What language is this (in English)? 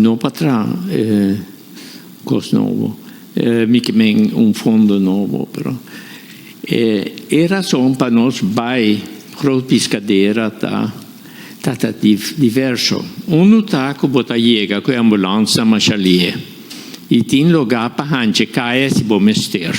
Papiamento